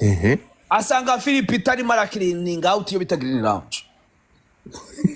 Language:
Kinyarwanda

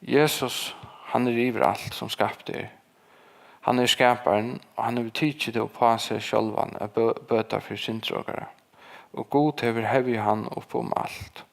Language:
Faroese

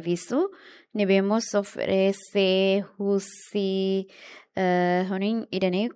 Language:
Tetum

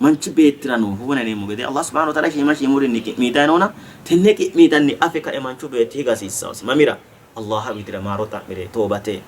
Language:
Sidamo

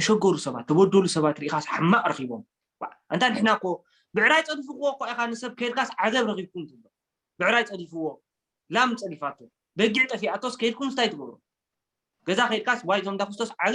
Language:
Tigrinya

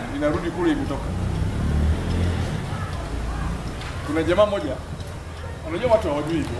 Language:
Swahili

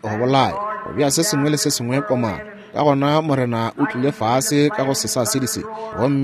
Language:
Northern Sotho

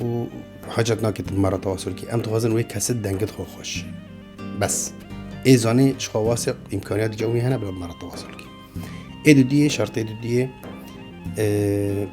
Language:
Kurdish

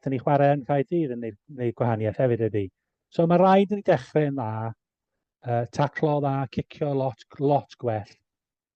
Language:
Welsh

